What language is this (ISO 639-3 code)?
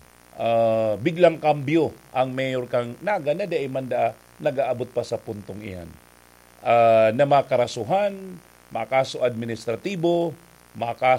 bik